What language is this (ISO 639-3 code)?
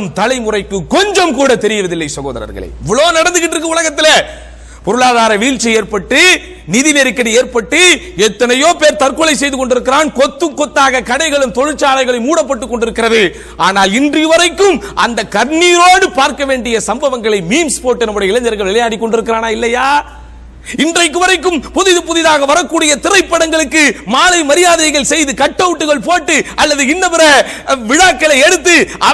tam